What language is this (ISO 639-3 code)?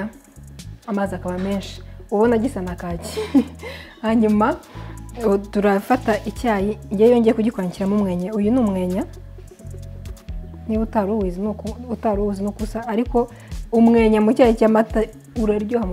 kin